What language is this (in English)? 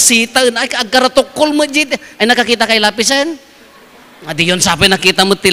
Iloko